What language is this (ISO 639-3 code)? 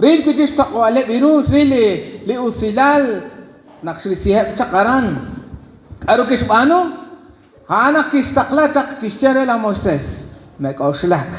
kek